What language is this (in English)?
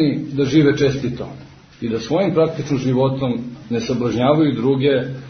Serbian